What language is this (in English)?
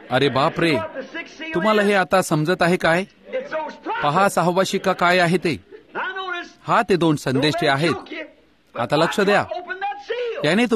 Marathi